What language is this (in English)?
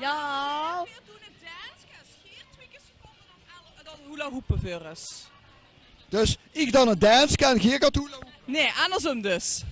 Limburgish